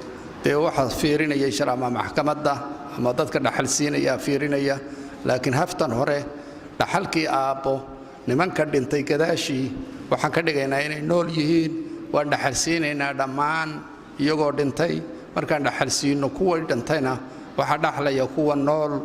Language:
Somali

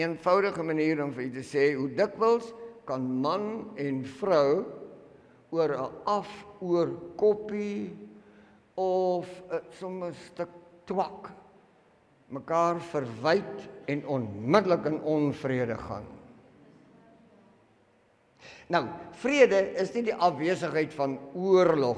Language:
Afrikaans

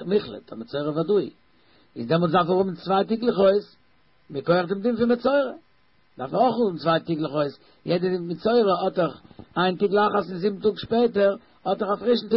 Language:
Yiddish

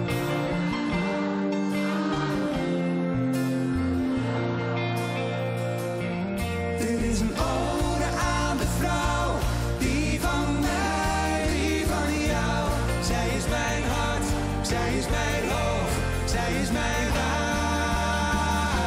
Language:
Dutch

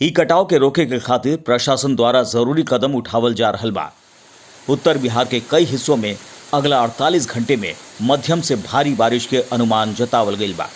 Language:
Bhojpuri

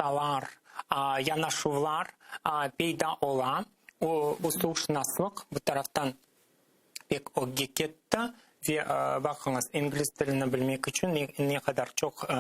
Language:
Crimean Tatar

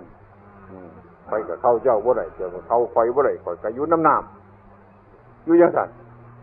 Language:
Northeastern Thai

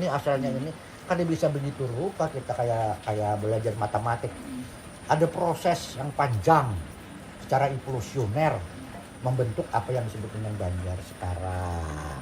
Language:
Banjar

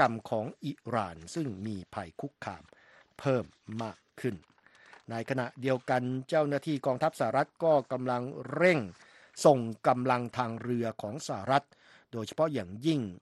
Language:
Thai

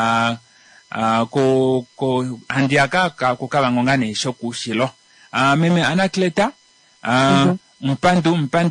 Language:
Kuanyama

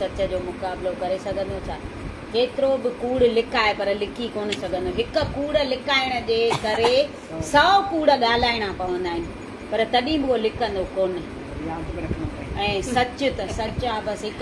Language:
Sindhi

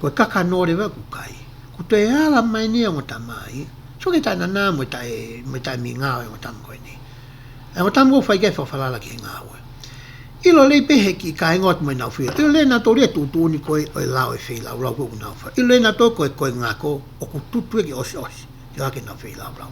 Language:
Tongan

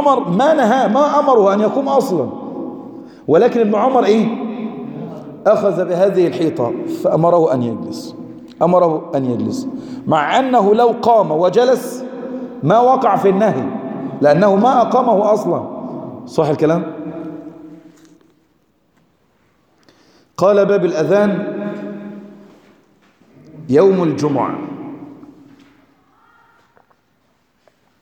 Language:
Arabic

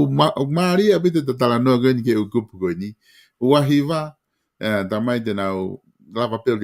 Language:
Tongan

